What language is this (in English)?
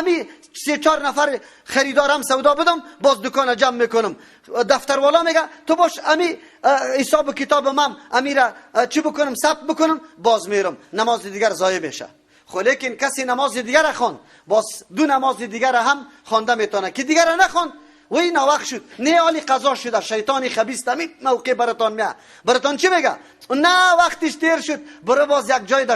Persian